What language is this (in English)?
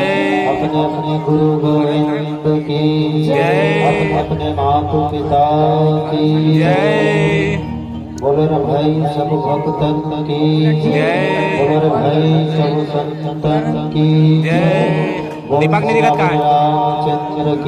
Chhattisgarhi